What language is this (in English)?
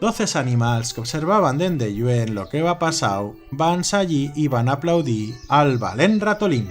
Aragonese